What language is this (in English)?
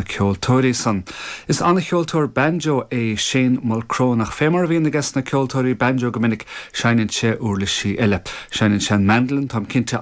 Irish